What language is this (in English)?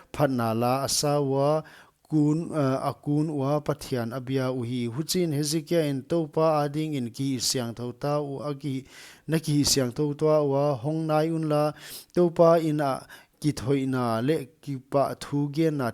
Paite Chin